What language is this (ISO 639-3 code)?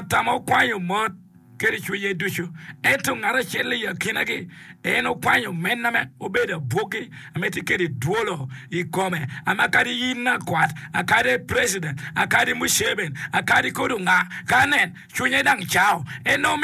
ach